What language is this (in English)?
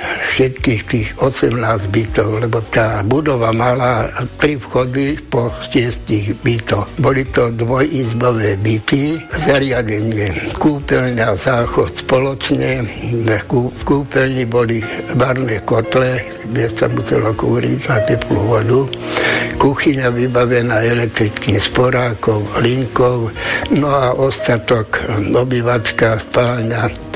Slovak